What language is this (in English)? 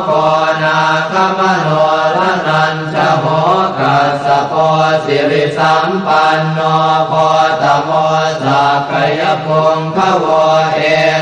Pali